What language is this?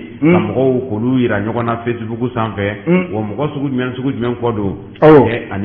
Bambara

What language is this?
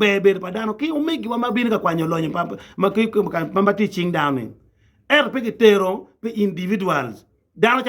Acoli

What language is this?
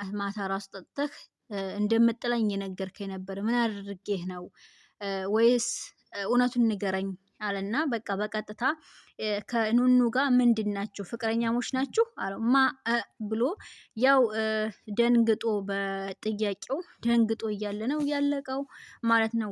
Amharic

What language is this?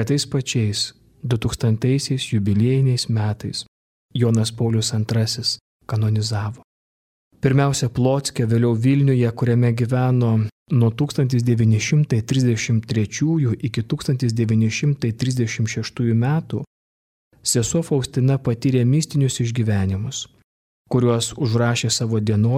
Lithuanian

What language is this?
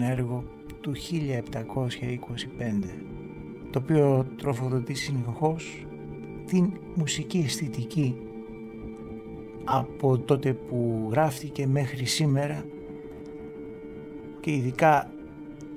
Greek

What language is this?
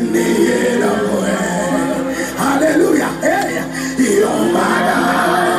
Haitian Creole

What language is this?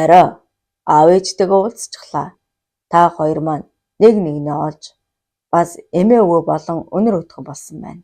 Mongolian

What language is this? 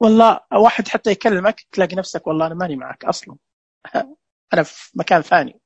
Najdi Arabic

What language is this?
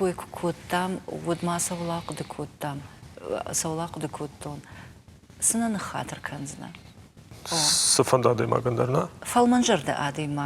Ossetic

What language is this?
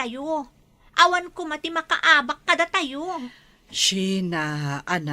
Iloko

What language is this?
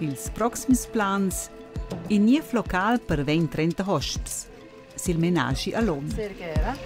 Romansh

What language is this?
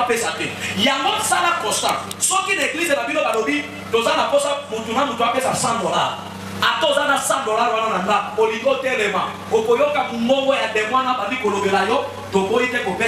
Lingala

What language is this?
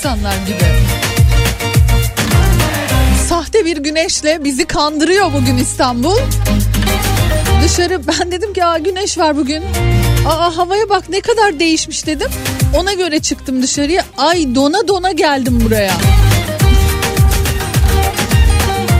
Turkish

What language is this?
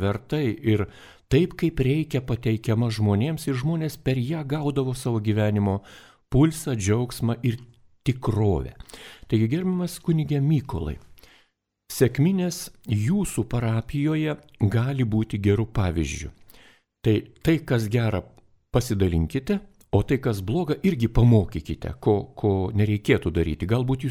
Lithuanian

